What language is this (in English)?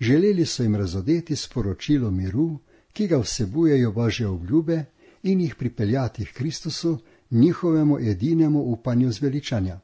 Slovenian